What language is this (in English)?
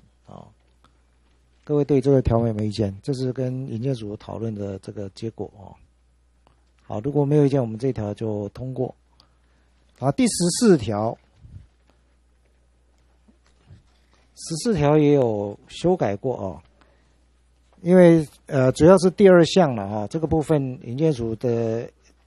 Chinese